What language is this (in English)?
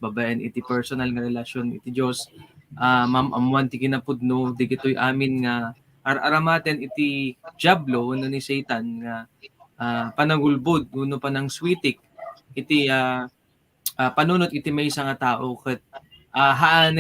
Iloko